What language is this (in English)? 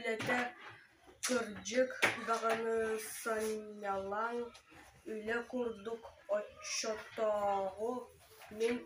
Yakut